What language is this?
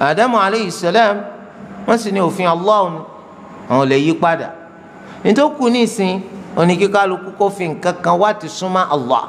Yoruba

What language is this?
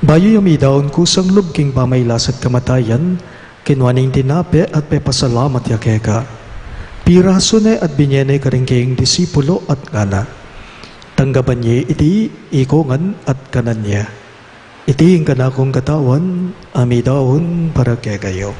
Pampanga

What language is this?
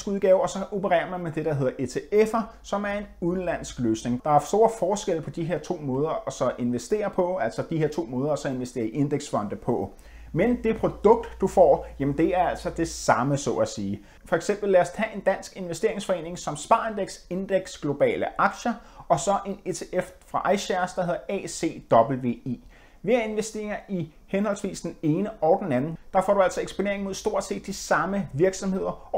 Danish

